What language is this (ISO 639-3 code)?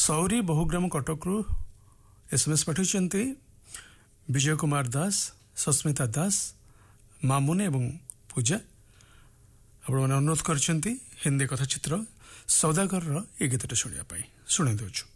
ori